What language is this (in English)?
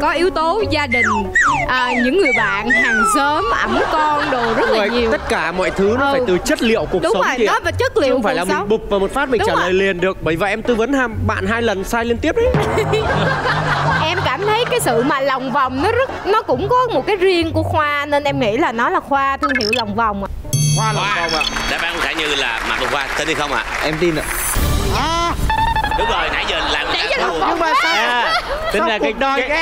Vietnamese